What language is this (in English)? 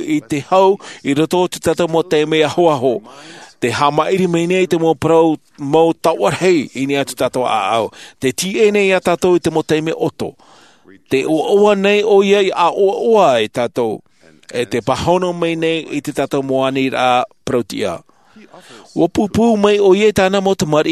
Tahitian